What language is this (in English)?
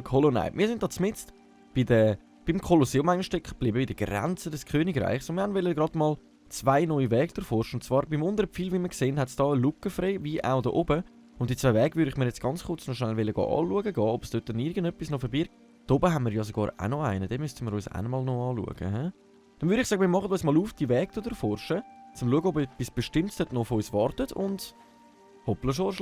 Swiss German